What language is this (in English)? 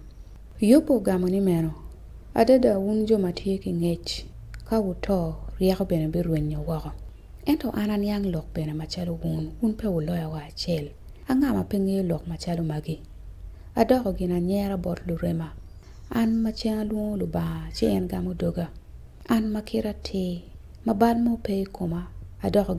Acoli